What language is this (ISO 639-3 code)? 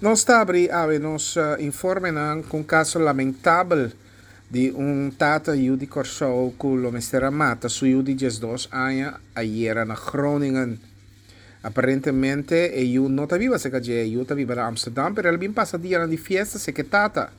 pap